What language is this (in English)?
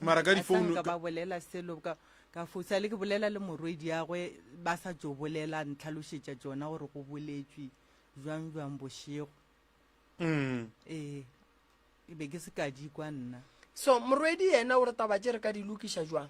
Northern Sotho